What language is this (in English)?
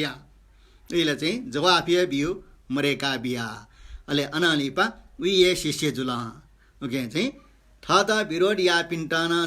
Newari